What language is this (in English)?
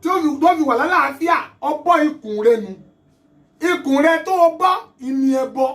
Yoruba